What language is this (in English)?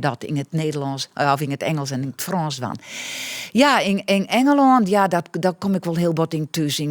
Western Frisian